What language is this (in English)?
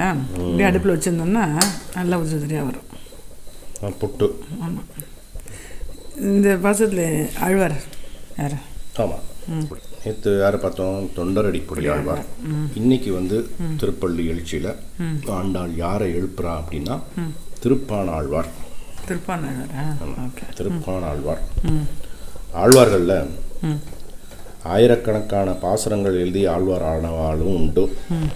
Tamil